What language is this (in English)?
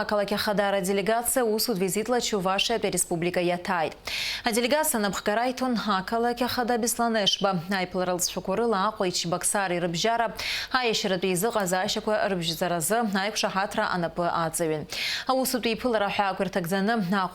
Abkhazian